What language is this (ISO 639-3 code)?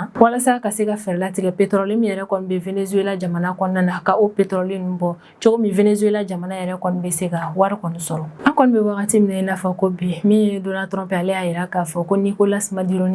bam